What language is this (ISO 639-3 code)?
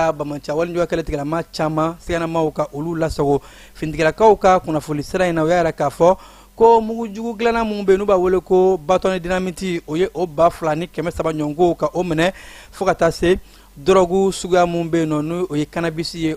bam